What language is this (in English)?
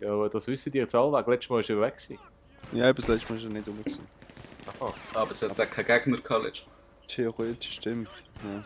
Swiss German